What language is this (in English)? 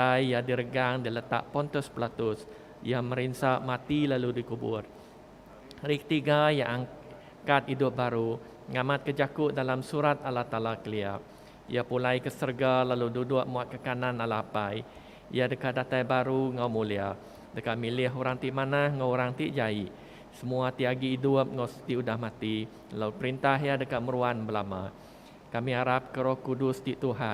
Iban